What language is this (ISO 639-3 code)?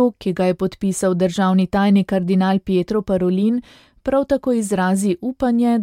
slv